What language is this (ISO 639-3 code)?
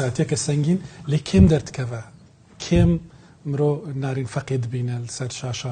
kur